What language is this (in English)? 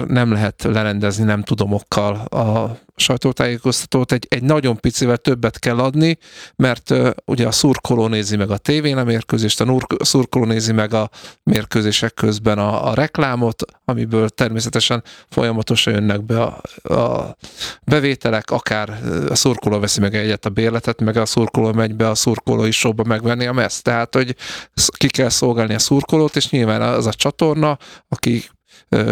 Hungarian